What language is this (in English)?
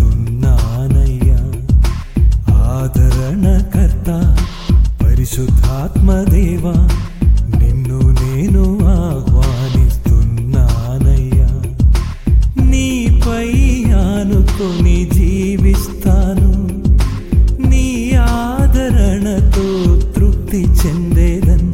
Telugu